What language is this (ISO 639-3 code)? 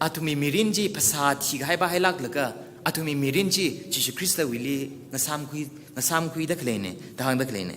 nmf